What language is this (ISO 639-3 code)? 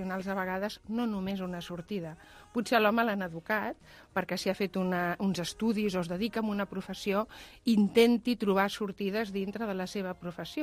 cat